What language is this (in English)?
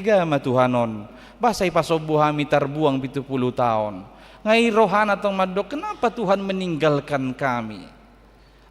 Batak Toba